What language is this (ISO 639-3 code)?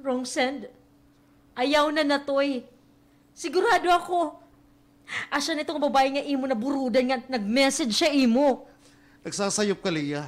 war